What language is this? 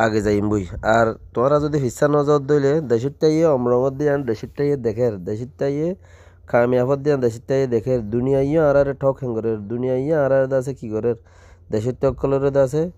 Rohingya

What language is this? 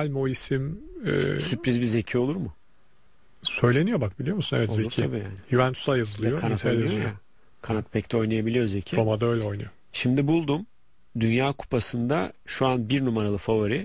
Turkish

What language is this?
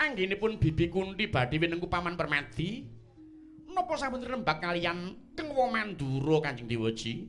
Javanese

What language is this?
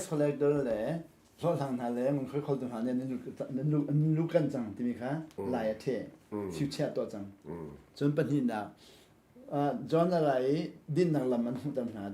Hakha Chin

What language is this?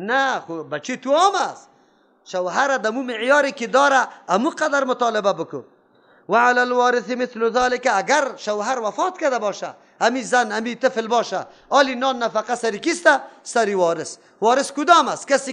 Persian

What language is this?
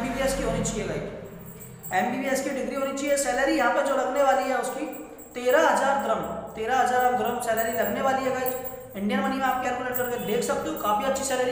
Hindi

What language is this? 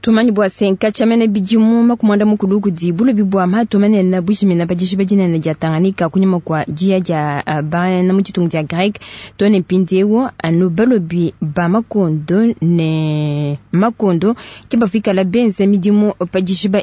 Luba-Lulua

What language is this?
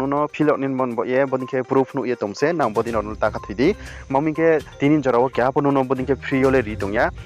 Riang (India)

